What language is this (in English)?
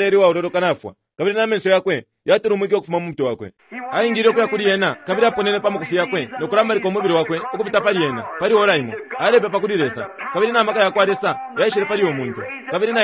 Bemba